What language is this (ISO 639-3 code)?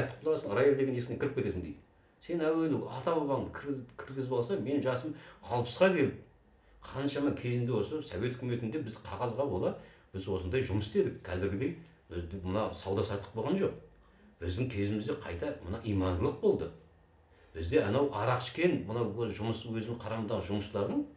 kaz